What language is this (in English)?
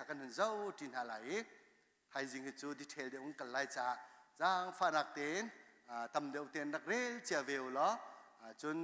Hakha Chin